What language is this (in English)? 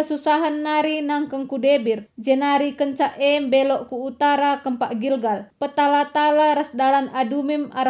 Batak Karo